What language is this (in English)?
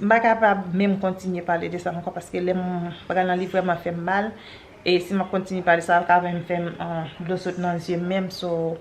Haitian Creole